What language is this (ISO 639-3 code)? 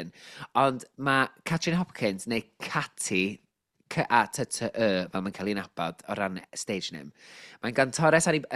cym